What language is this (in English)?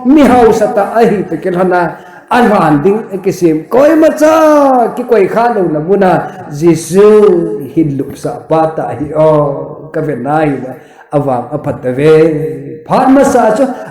Thado Chin